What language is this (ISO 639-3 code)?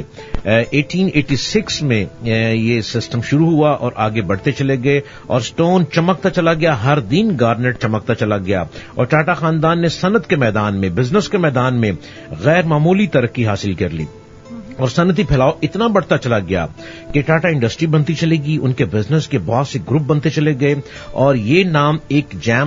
urd